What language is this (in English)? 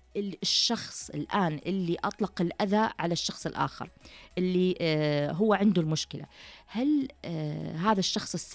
Najdi Arabic